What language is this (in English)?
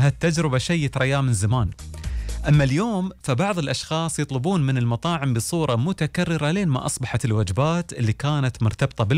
Gulf Arabic